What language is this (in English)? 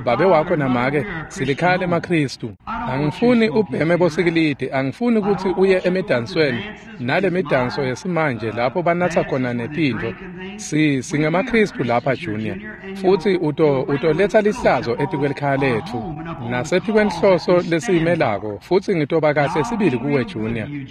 Swati